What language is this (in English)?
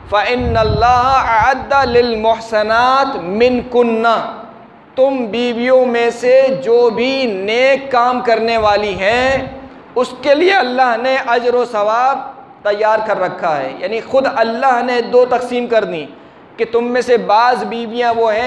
Urdu